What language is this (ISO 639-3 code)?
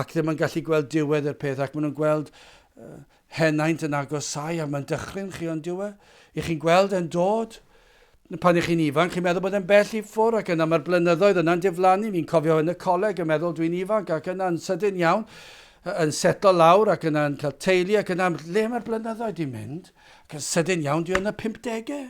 cym